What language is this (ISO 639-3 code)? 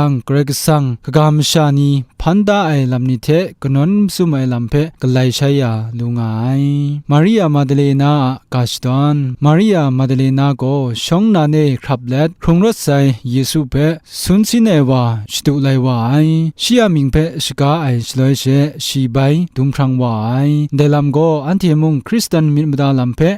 kac